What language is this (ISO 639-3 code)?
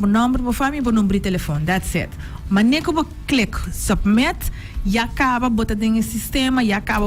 pap